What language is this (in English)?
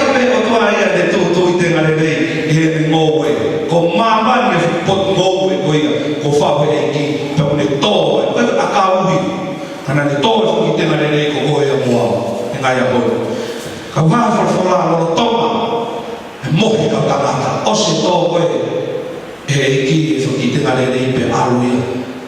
Tongan